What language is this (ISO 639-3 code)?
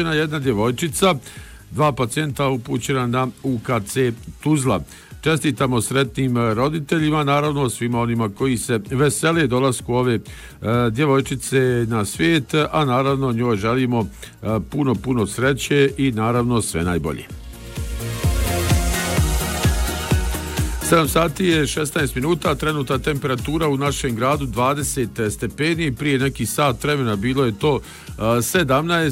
bos